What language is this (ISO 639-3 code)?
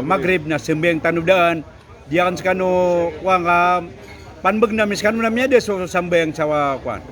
mrw